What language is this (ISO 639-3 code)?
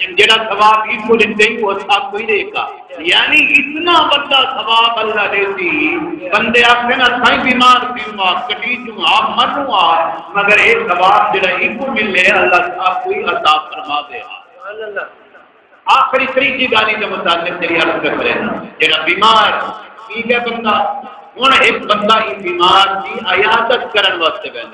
skr